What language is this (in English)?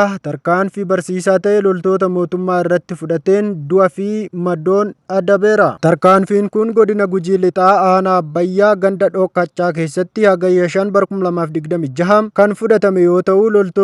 Oromo